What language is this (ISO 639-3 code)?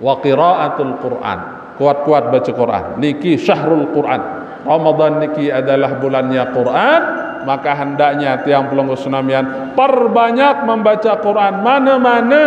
sas